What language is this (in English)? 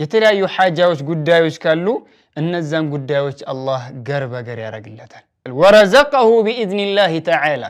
Amharic